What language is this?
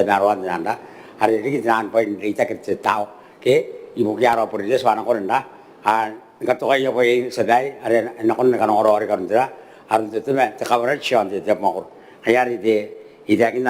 Gilbertese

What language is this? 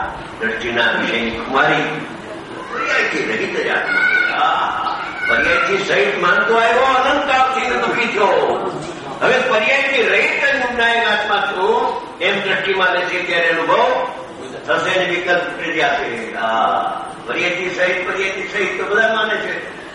Gujarati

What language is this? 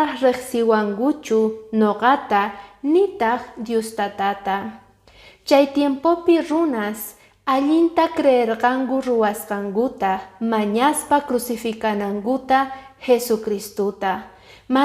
Quechua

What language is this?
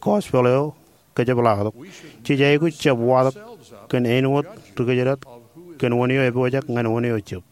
Marshallese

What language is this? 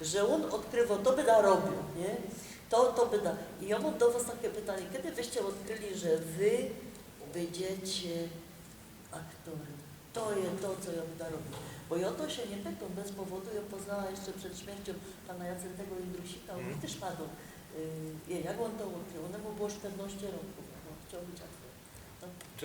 Silesian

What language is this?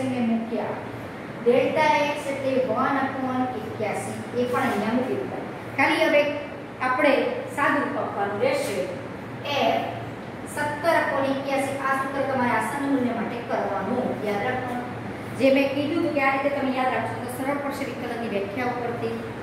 Gujarati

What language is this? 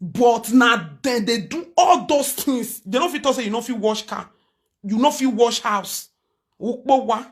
Nigerian Pidgin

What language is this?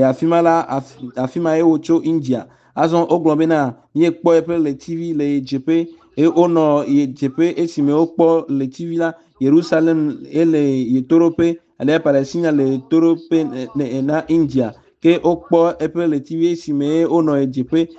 Ewe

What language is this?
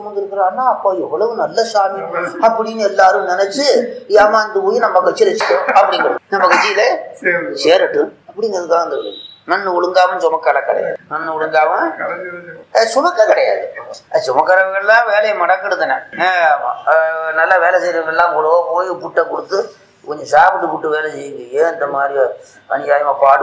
Tamil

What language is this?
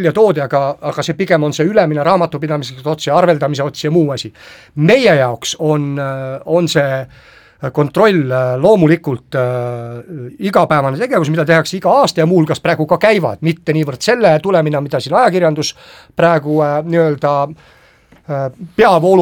Estonian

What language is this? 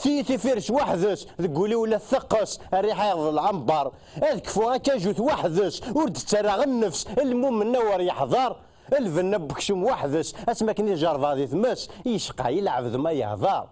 Kabyle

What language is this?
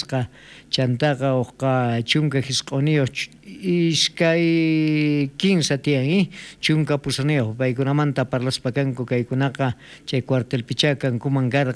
South Bolivian Quechua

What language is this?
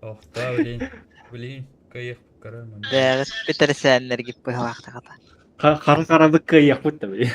Yakut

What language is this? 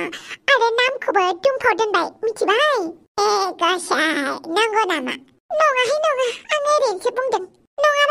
Bodo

